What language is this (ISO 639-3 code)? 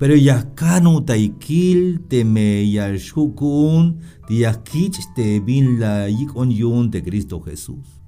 tzh